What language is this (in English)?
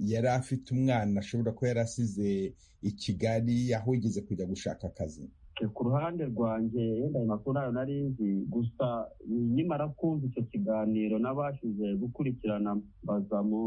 Kinyarwanda